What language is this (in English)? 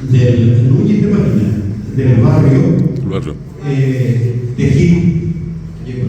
Guarani